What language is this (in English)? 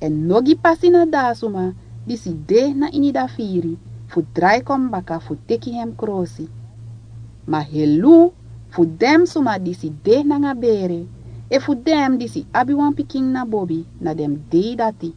Sranan Tongo